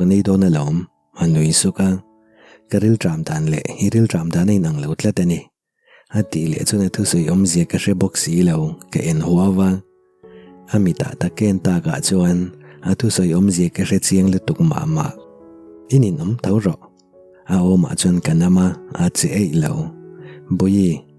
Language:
Mizo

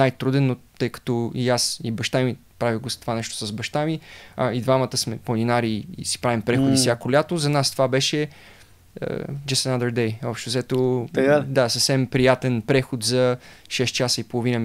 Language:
Bulgarian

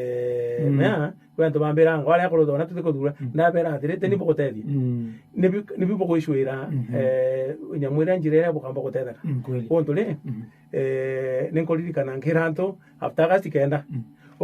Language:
Meru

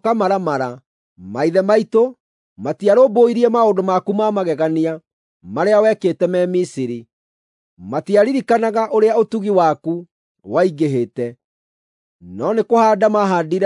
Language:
Kikuyu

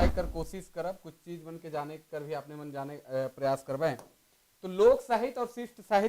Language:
Sadri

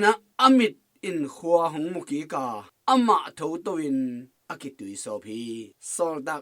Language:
Tedim Chin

